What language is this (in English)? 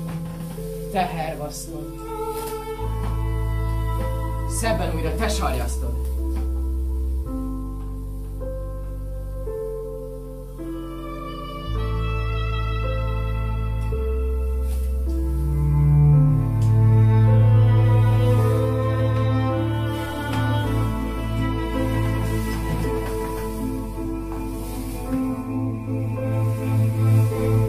Hungarian